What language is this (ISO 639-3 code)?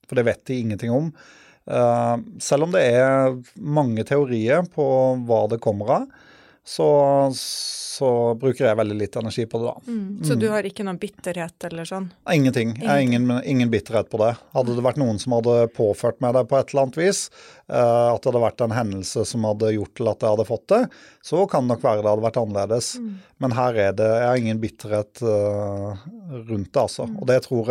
nor